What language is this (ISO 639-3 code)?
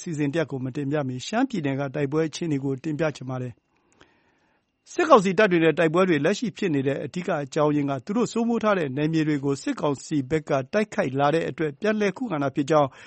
mya